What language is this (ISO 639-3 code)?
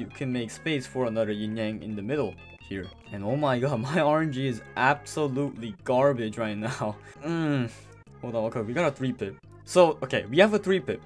eng